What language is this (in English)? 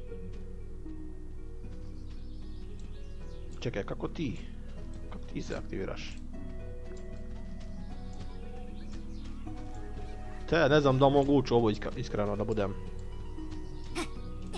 Croatian